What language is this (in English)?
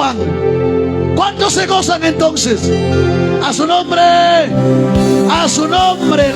Ayacucho Quechua